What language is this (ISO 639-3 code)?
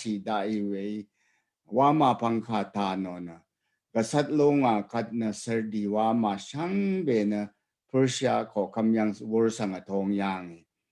raw